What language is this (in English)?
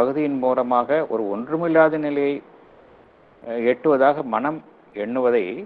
Tamil